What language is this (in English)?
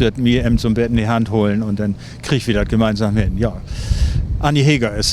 Low German